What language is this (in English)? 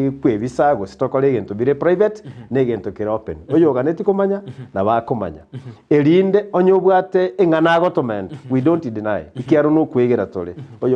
Gusii